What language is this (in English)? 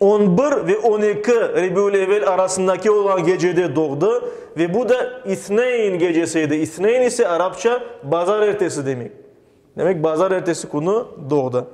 Crimean Tatar